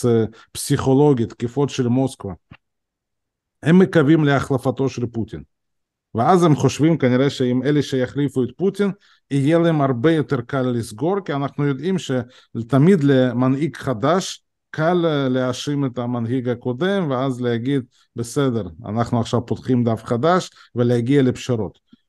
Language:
Hebrew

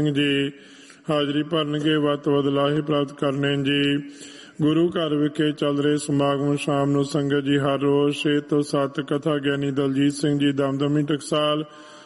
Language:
Punjabi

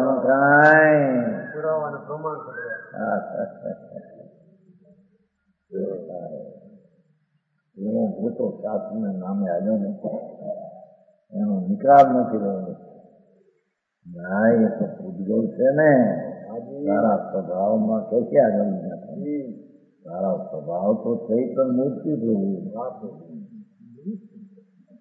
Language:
Gujarati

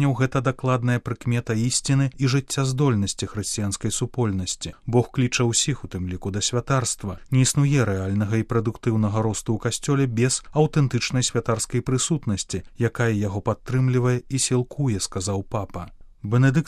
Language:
Belarusian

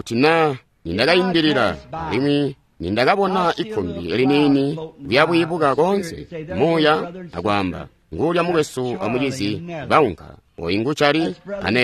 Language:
Tonga (Zambia)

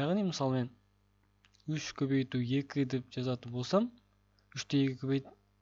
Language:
Kazakh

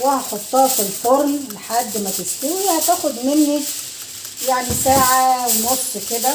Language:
Egyptian Arabic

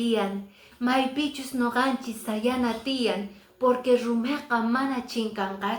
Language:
Quechua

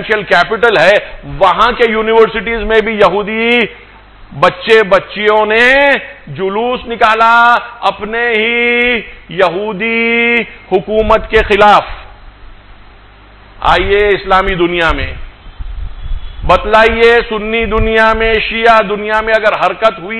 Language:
Urdu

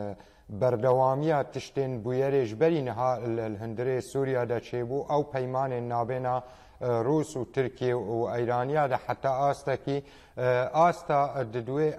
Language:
Kurdish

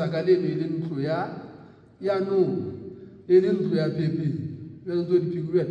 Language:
Southern Sotho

